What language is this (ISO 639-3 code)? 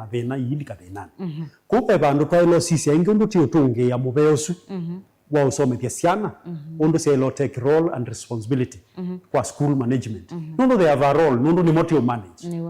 kam